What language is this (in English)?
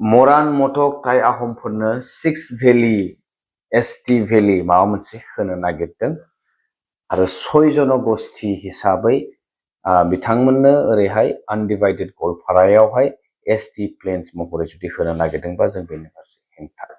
Bodo